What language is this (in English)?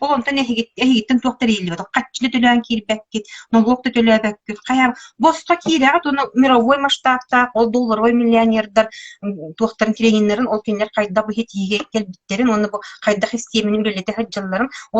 Yakut